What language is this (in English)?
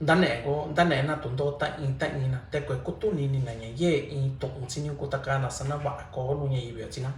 Mixtepec Mixtec